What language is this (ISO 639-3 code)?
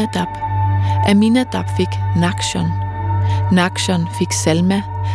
dan